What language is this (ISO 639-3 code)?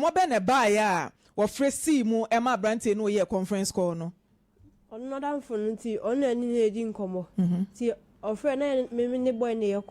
aka